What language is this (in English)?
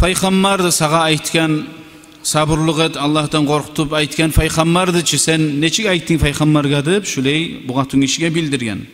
Kumyk